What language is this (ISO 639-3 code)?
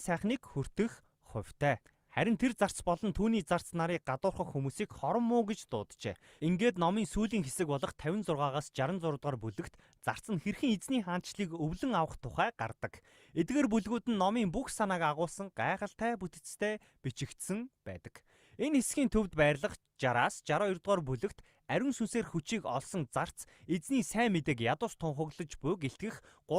mon